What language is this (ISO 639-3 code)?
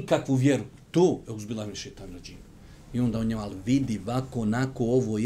bos